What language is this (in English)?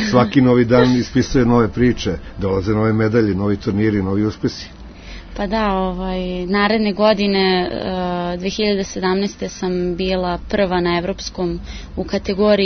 Serbian